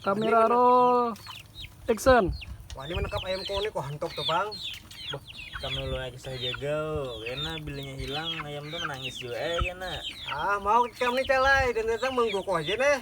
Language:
Banjar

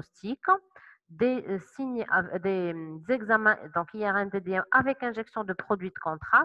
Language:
French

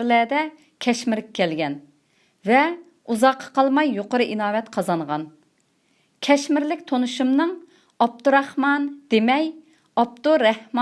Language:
Uyghur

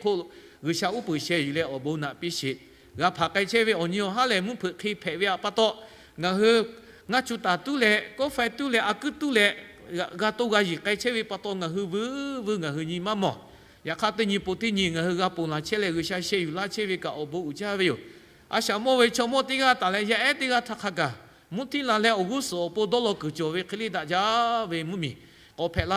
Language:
Lahu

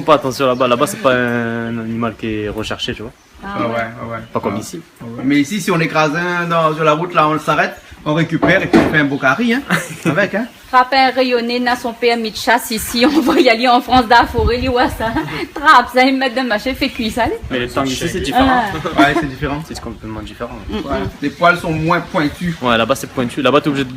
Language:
Réunion Creole French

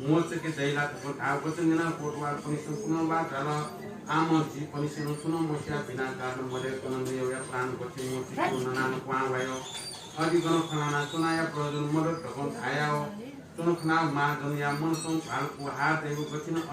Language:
Newari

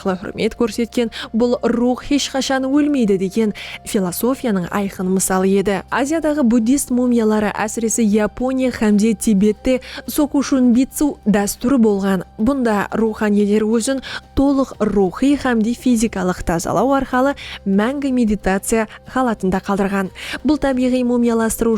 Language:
Kara-Kalpak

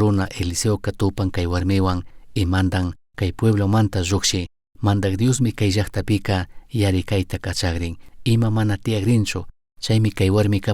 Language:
Chimborazo Highland Quichua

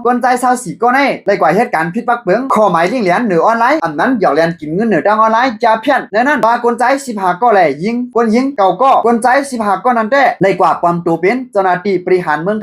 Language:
Shan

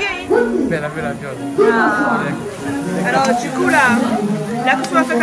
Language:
Réunion Creole French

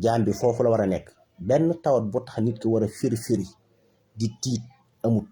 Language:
Wolof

